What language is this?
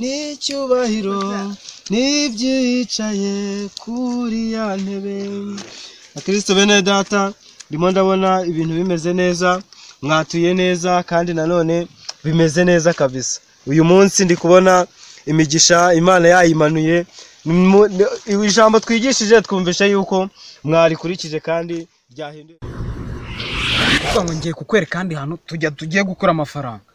Kinyarwanda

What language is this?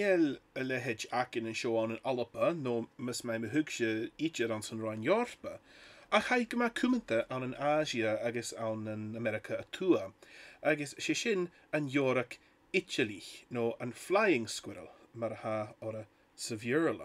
Scottish Gaelic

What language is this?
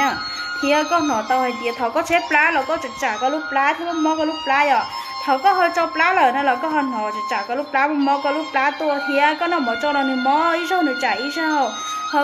Hmong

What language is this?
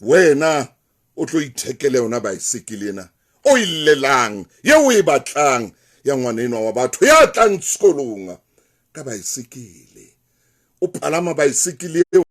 Southern Sotho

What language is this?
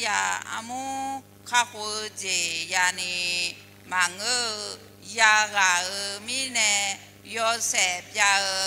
Akha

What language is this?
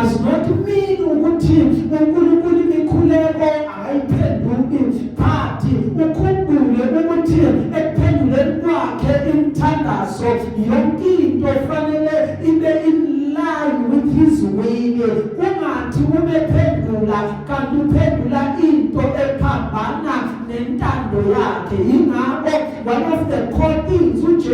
Zulu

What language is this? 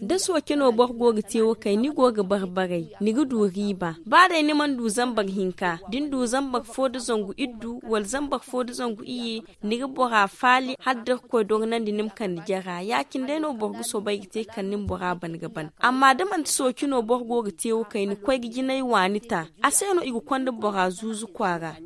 Zarma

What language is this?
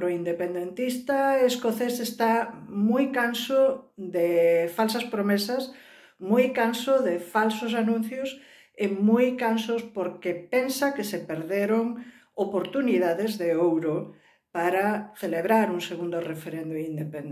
Galician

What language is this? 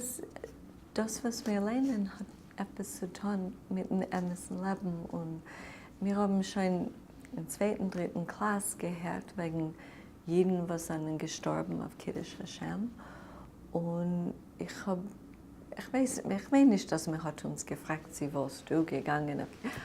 Yiddish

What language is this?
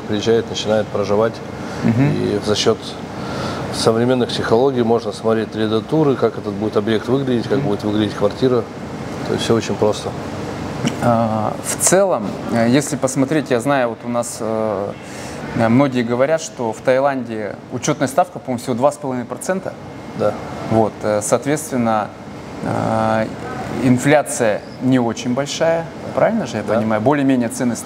Russian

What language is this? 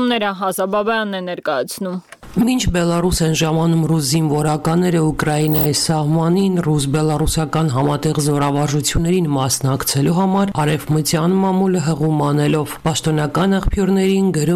Armenian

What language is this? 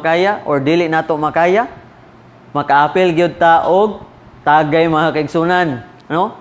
Cebuano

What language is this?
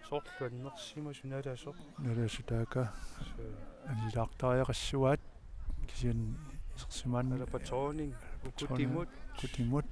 Kalaallisut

